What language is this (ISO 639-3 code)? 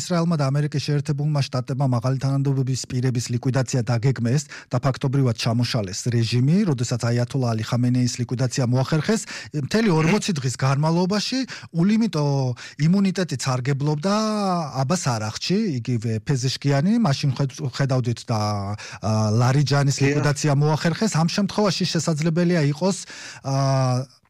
kat